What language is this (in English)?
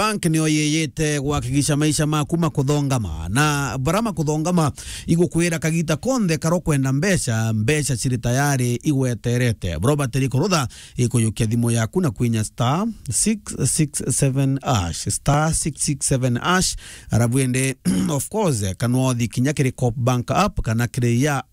Meru